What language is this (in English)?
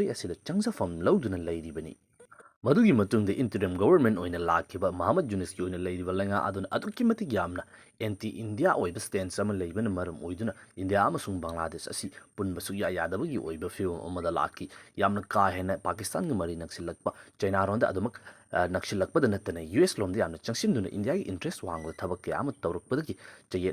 Manipuri